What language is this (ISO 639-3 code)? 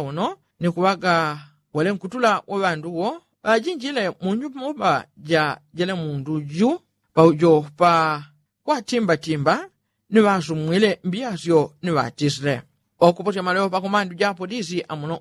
yao